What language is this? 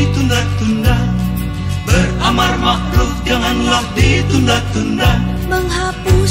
Indonesian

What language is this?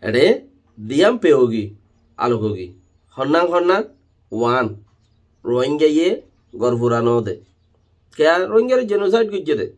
Rohingya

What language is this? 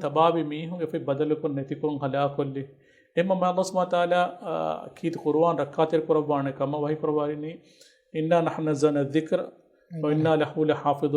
Divehi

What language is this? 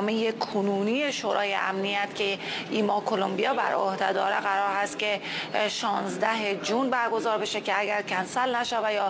Persian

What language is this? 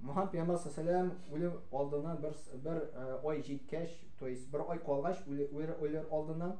Tatar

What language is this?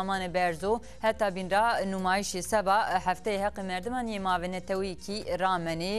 Zaza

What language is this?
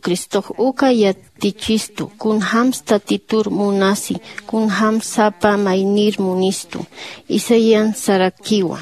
Aymara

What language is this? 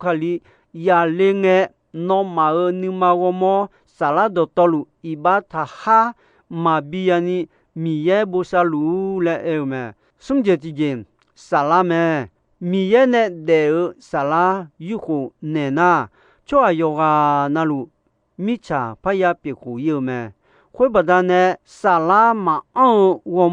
Akha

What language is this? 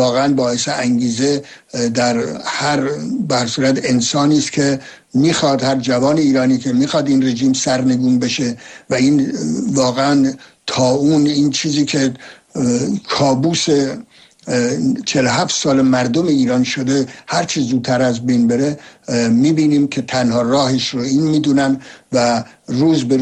Persian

